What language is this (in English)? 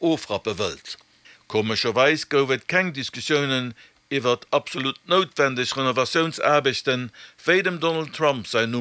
Luxembourgish